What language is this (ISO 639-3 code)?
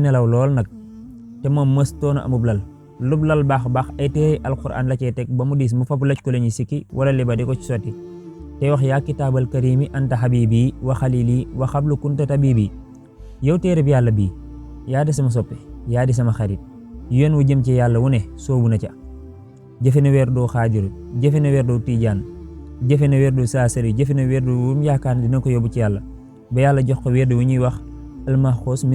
wol